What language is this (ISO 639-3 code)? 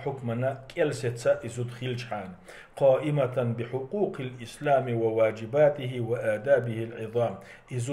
che